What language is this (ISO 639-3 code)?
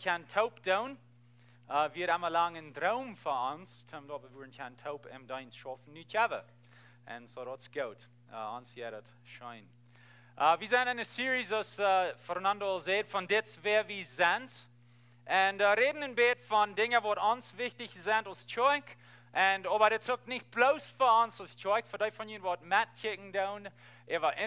pdt